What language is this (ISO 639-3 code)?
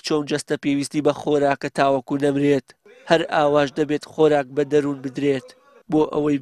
ckb